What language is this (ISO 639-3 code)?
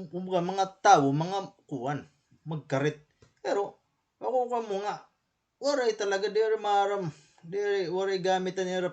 war